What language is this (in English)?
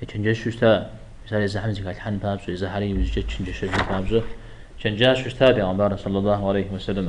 Kabardian